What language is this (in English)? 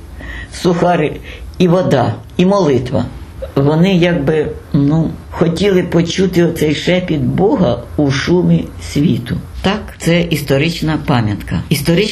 Ukrainian